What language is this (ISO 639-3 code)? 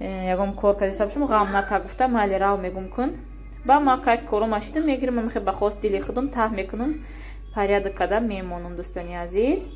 tgk